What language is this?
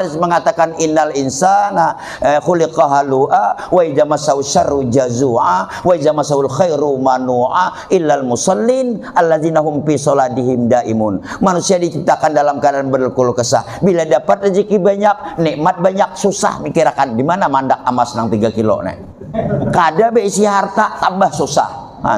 Banjar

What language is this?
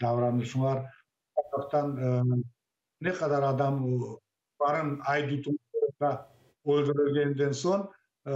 Crimean Tatar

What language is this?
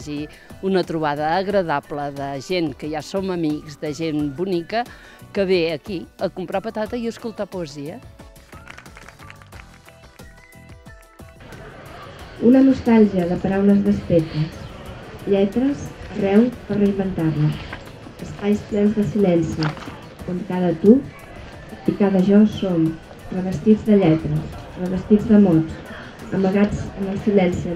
Catalan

